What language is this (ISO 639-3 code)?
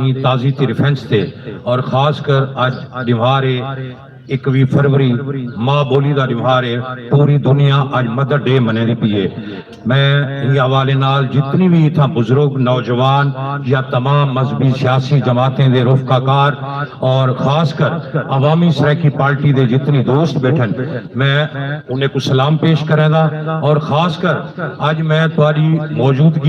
skr